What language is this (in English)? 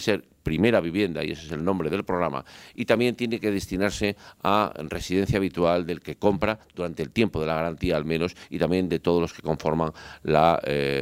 Spanish